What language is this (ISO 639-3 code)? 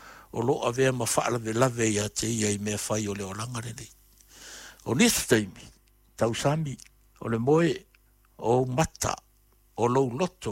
smo